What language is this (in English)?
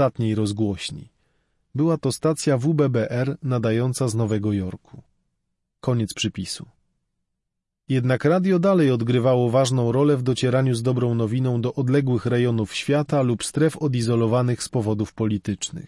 Polish